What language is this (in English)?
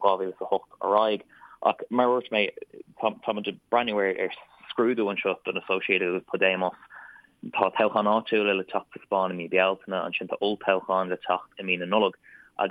Irish